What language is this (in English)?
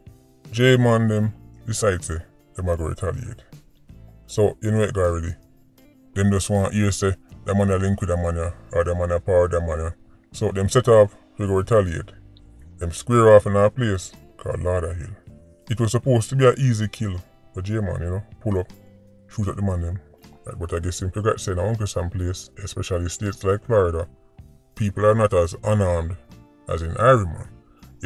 Jamaican Creole English